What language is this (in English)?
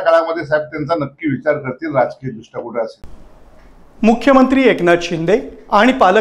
Marathi